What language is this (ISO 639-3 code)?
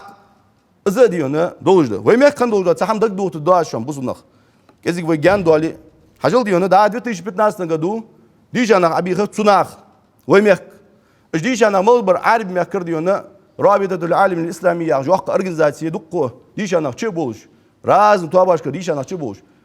inh